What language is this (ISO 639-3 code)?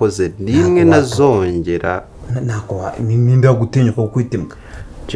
kin